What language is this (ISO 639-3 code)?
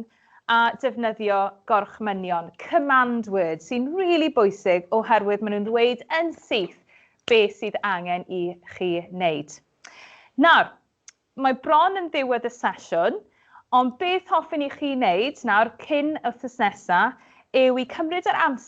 cym